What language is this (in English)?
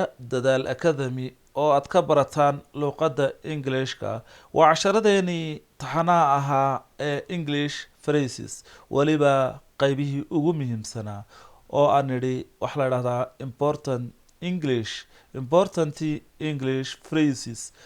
Somali